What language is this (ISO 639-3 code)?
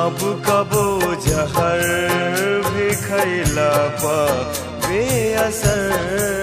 bho